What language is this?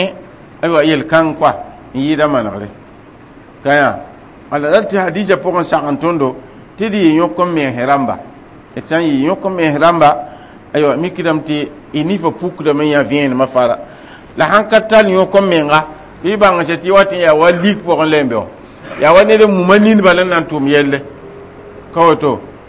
Mossi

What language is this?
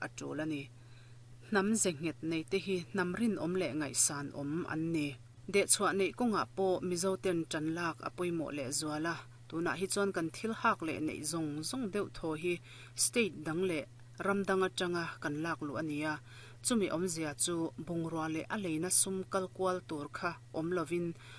Mizo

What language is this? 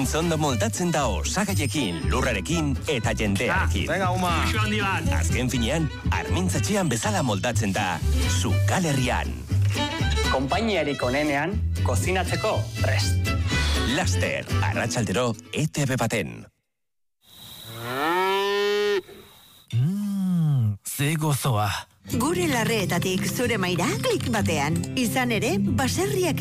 Basque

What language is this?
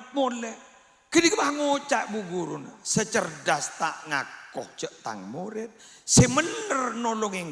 Madurese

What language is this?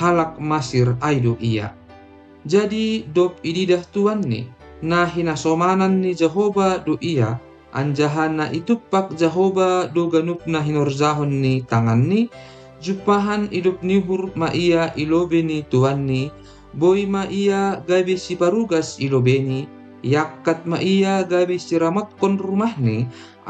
Batak Simalungun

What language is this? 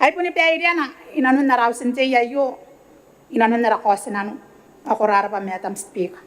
Gilbertese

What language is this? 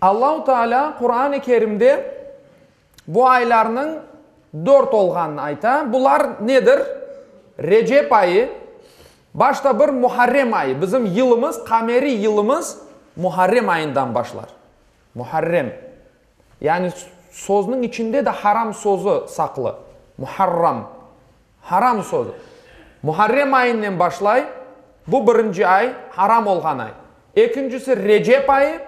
Crimean Tatar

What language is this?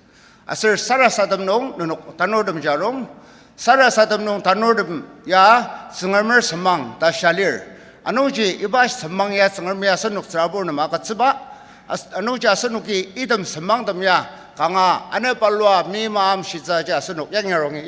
Ao Naga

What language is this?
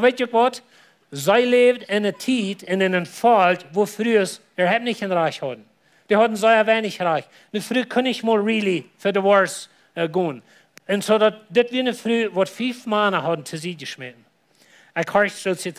Plautdietsch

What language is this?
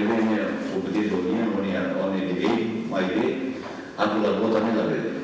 Tetum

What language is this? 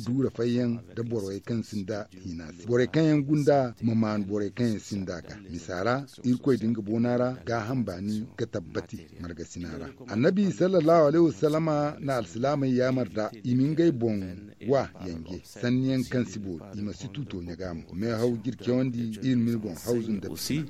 Zarma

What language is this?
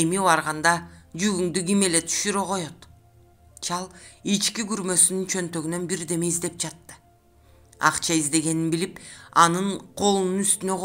Kyrgyz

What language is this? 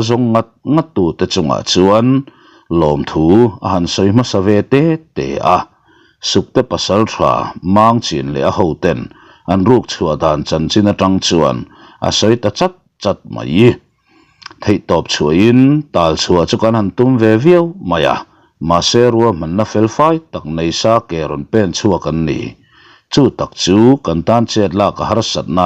Mizo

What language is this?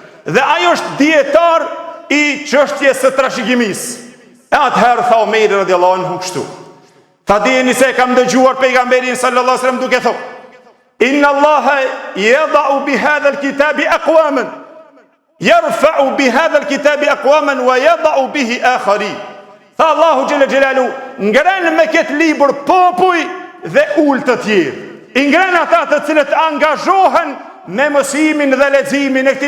Albanian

